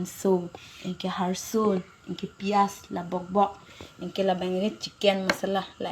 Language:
Karbi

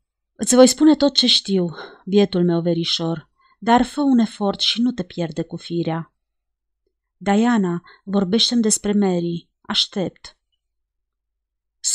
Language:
Romanian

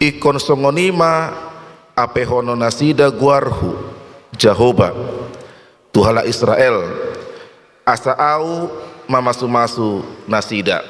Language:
Batak Toba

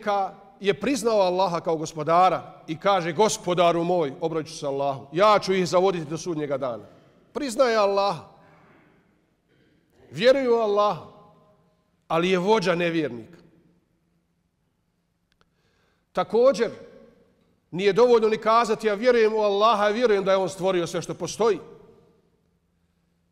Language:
Bosnian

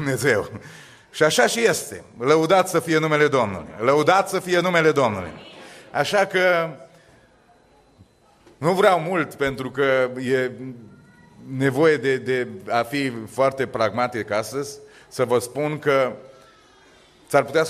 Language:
Romanian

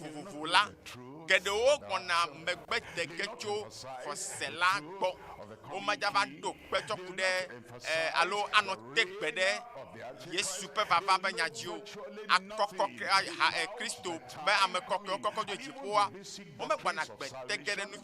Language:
Ewe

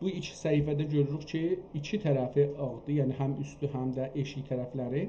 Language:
South Azerbaijani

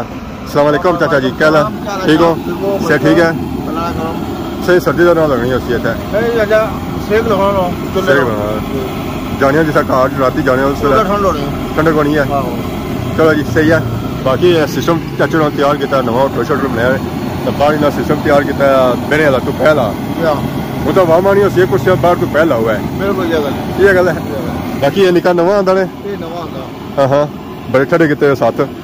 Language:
Pahari-Potwari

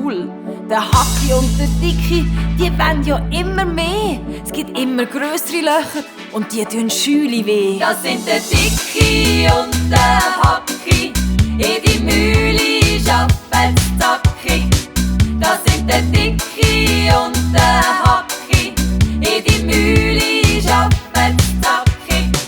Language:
Swiss German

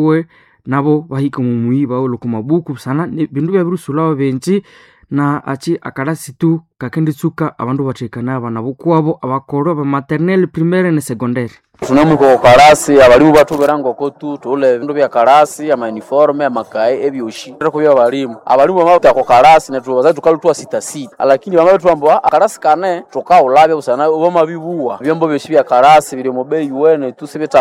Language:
Nande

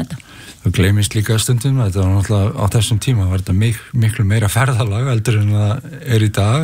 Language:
Icelandic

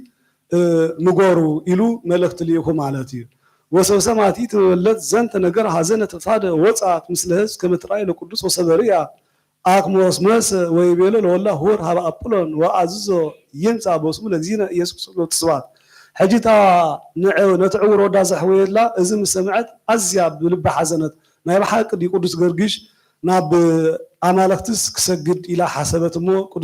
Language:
Geez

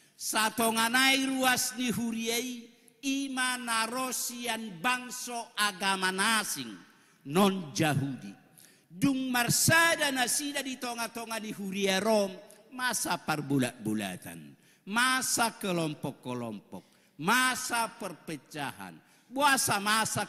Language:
Batak Toba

